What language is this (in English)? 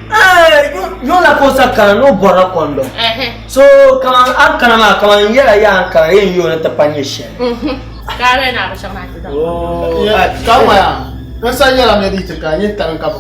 Dagbani